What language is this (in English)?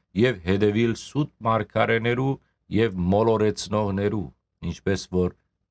Western Armenian